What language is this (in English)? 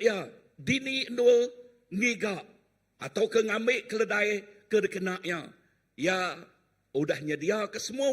Iban